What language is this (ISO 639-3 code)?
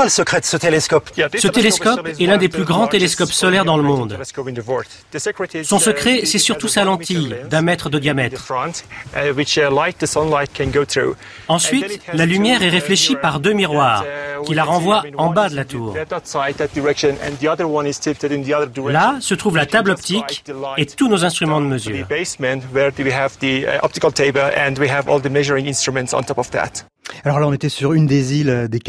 fra